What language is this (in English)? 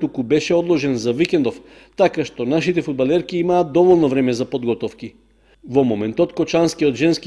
Macedonian